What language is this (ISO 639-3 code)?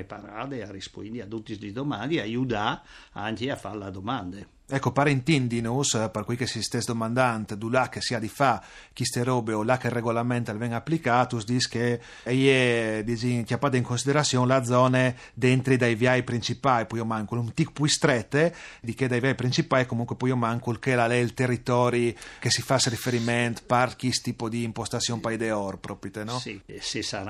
fur